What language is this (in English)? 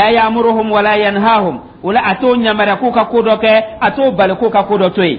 Dyula